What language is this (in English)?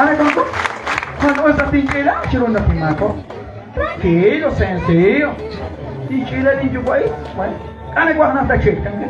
Kekchí